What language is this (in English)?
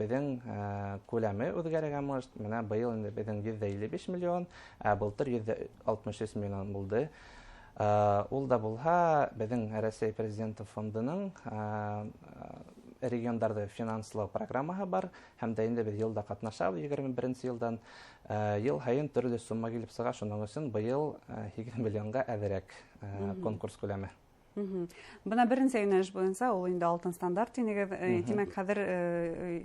Bashkir